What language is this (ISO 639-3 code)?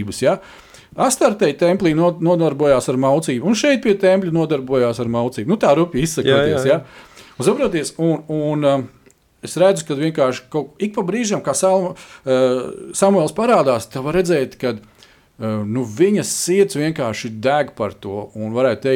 lav